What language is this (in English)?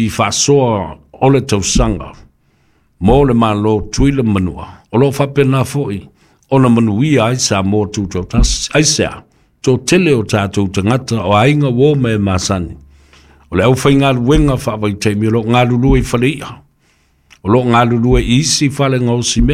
Samoan